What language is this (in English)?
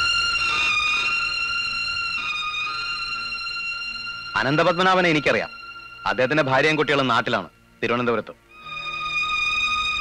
Malayalam